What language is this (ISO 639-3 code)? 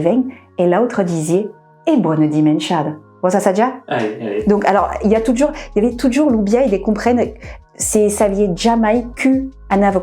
oci